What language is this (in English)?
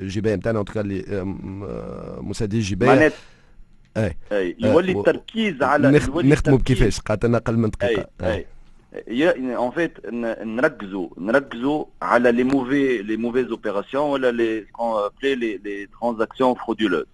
Tunisian Arabic